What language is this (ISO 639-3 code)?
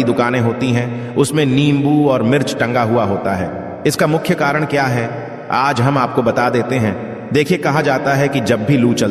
hin